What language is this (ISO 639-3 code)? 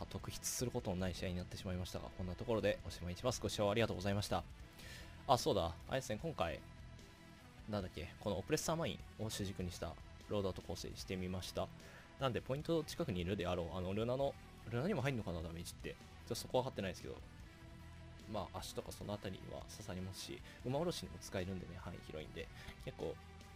jpn